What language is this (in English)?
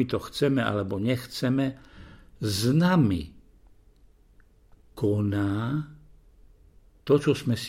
Slovak